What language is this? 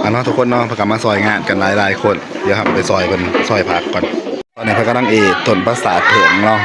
Northeastern Thai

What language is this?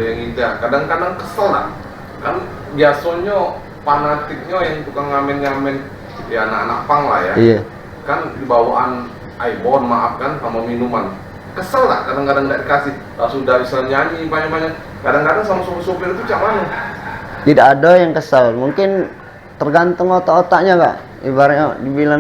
Musi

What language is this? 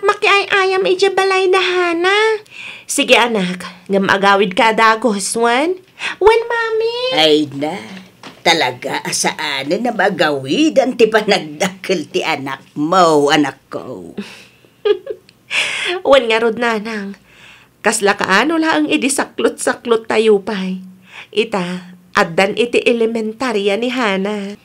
Iloko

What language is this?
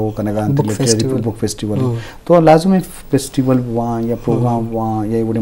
Eastern Balochi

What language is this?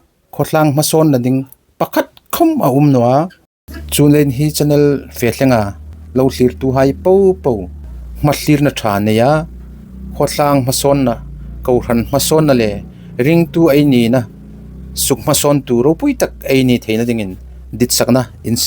Hmar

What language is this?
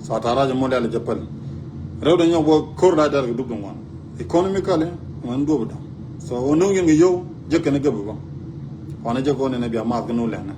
Nuer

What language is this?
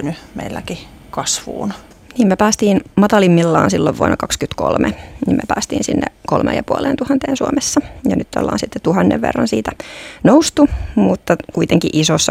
Finnish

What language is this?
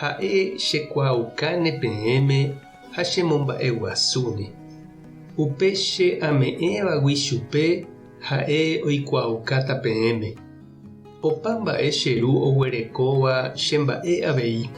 Guarani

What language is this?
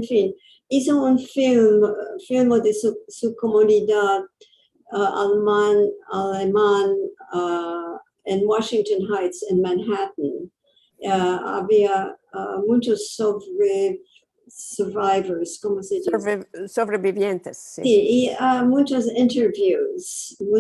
Ladino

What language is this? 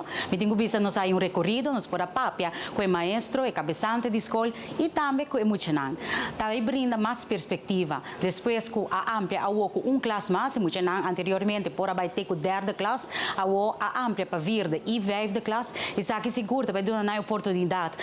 Papiamento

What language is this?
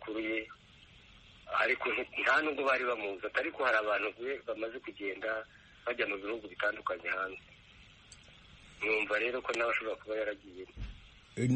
Kinyarwanda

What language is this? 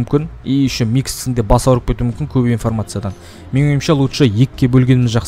Kazakh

